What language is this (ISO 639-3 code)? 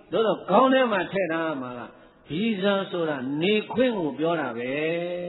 mya